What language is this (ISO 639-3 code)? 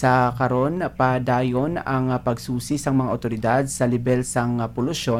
hil